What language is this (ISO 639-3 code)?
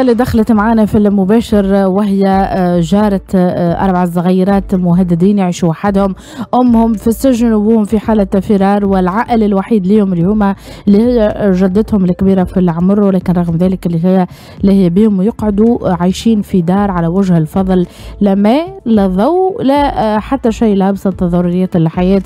aeb